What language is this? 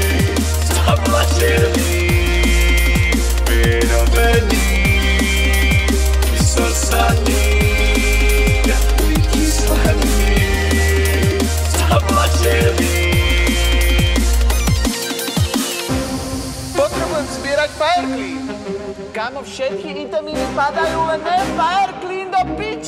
Slovak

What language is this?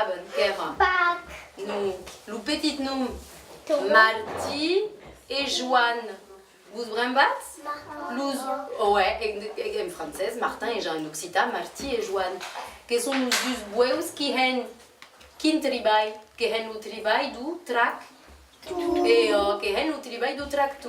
Occitan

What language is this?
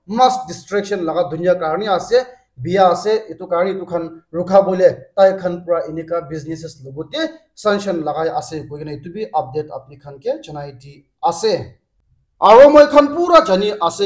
Naga Pidgin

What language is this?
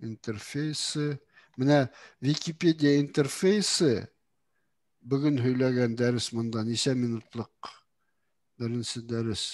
Bashkir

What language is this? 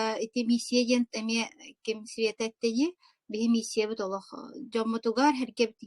Yakut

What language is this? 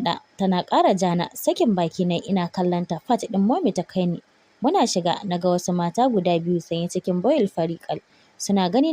Hausa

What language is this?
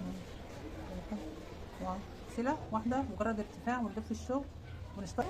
Egyptian Arabic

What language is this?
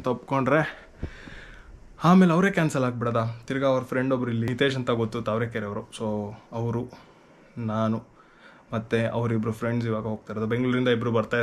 Kannada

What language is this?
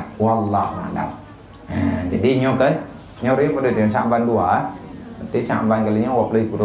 Achinese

